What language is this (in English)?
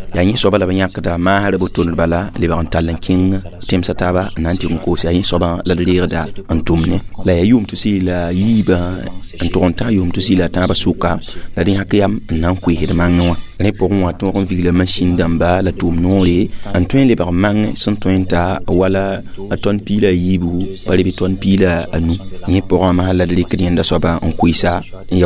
Mossi